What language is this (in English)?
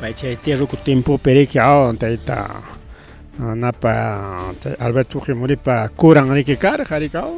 Ayacucho Quechua